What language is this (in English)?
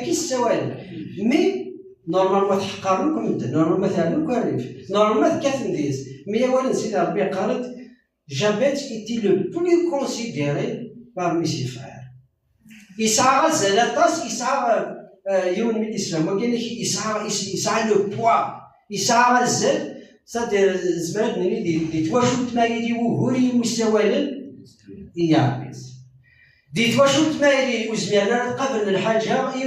Kabyle